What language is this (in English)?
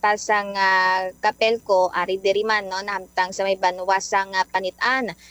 Hiligaynon